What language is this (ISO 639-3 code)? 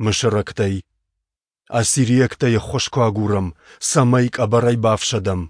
oss